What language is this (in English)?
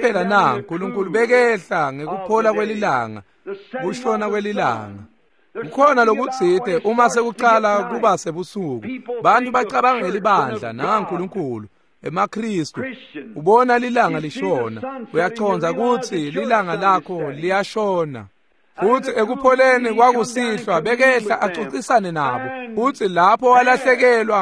Swati